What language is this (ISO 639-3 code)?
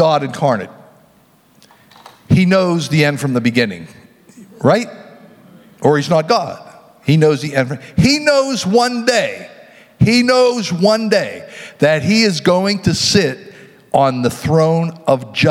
eng